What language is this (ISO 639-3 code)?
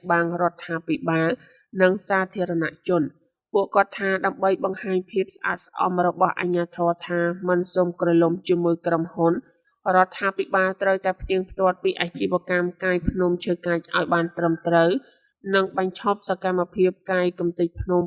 khm